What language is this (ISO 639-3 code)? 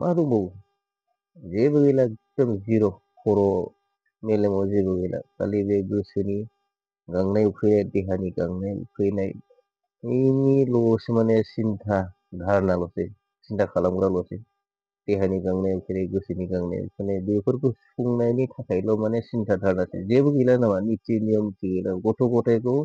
brx